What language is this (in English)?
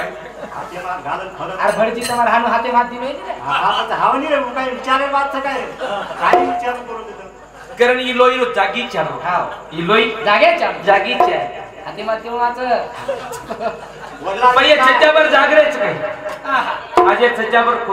Marathi